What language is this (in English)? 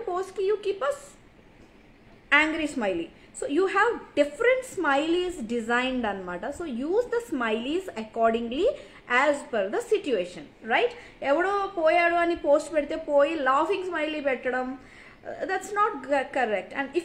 Telugu